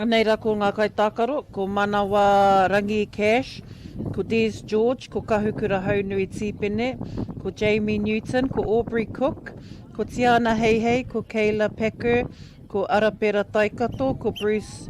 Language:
Māori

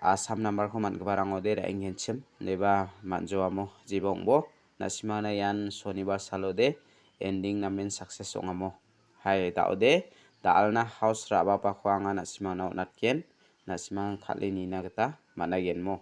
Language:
Garo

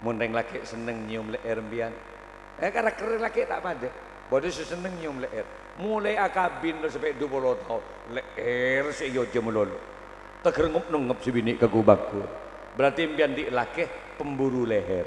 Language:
Madurese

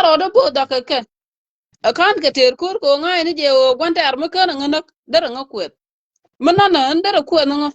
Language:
Nuer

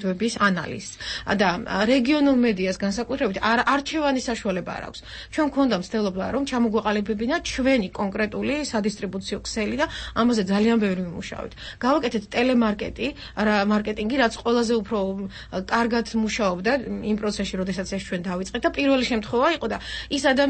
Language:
Georgian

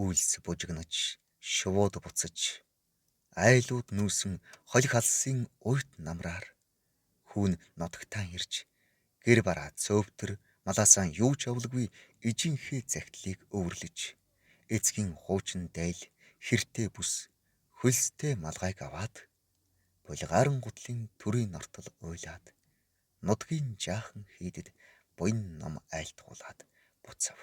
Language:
Mongolian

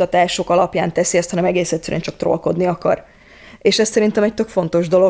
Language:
Hungarian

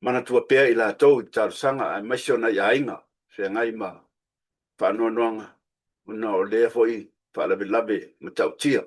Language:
Samoan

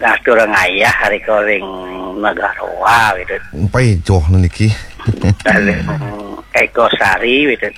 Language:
Balinese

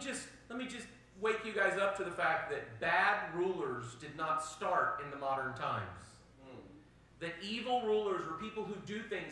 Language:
English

